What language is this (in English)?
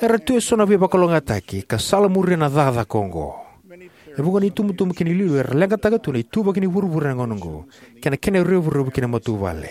Fijian